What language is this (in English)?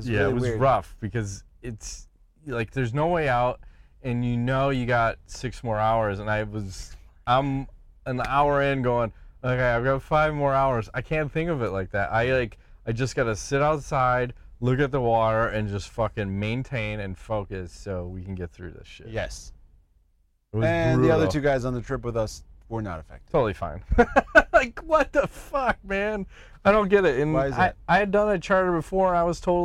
English